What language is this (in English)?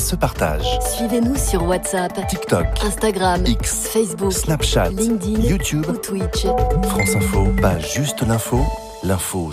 French